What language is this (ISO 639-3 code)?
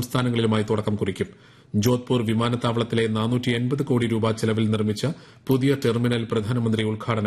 mal